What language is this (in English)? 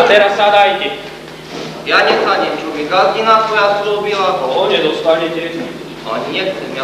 Slovak